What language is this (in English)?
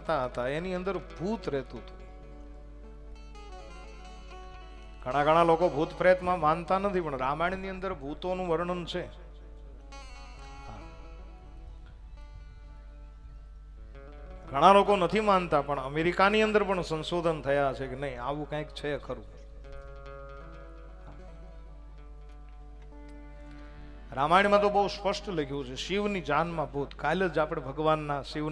Gujarati